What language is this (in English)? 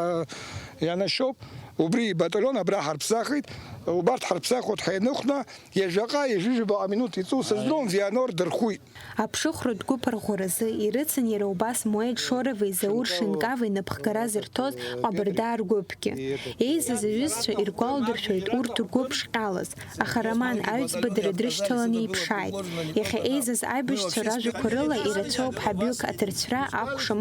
Abkhazian